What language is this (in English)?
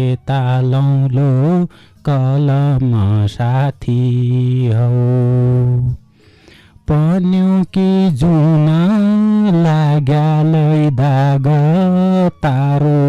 Dotyali